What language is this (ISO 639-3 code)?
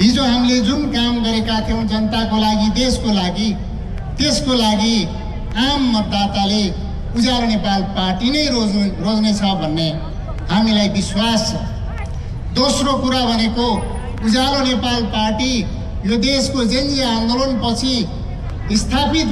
nep